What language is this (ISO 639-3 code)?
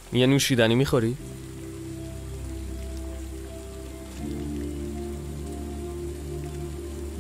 fas